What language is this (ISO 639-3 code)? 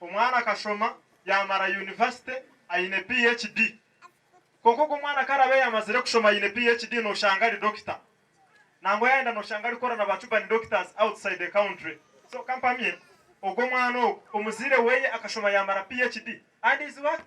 nyn